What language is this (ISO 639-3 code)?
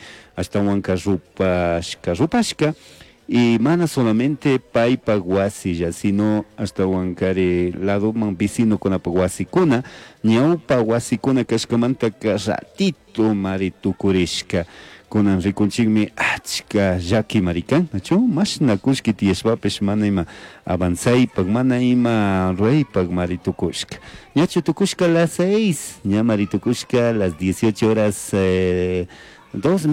qug